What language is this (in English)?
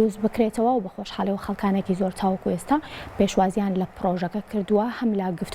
Central Kurdish